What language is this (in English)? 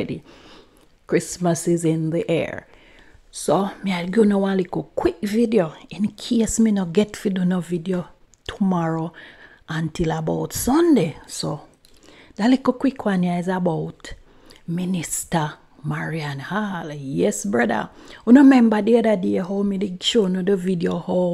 Jamaican Creole English